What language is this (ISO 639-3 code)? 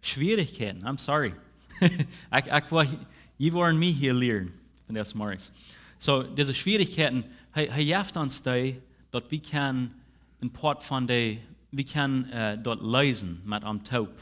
pdt